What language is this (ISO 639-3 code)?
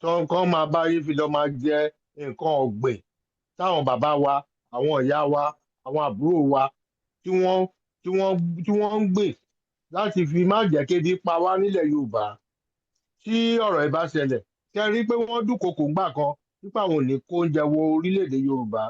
yor